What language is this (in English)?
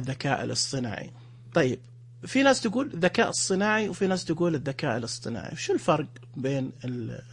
Najdi Arabic